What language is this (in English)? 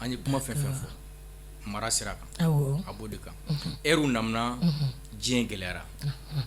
Bambara